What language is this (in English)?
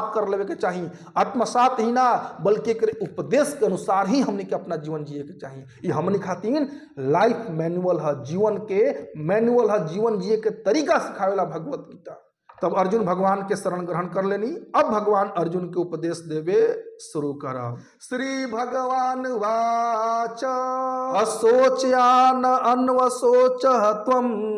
Bhojpuri